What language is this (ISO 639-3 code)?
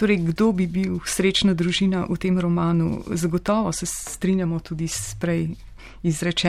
slv